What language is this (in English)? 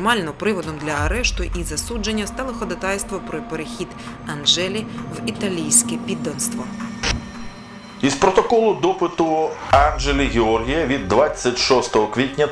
Ukrainian